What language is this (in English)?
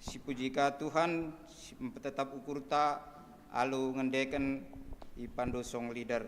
Batak Karo